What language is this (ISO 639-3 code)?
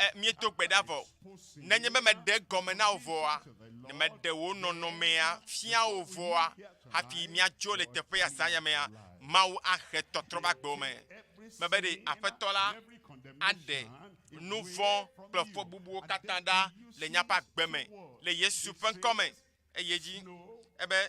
ewe